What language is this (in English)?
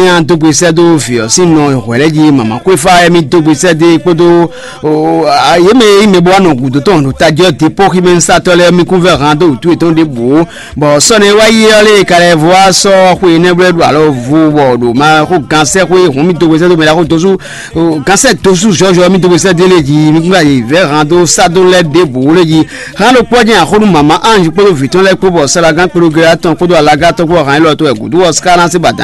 Fon